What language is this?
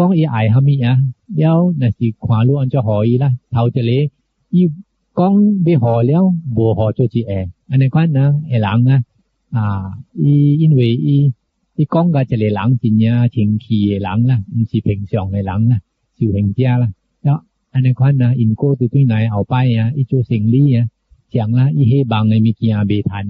Min Nan Chinese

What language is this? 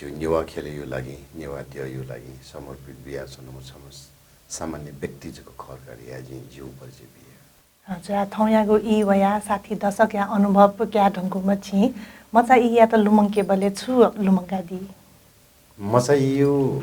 Newari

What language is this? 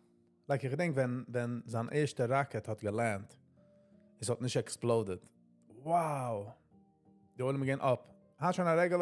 Yiddish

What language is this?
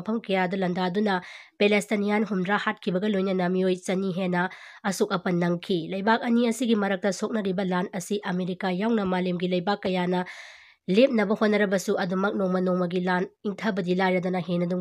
Manipuri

